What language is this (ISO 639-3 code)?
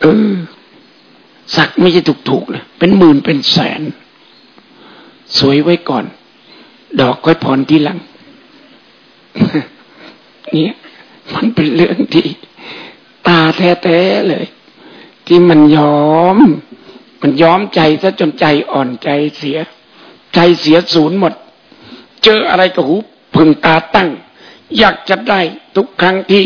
tha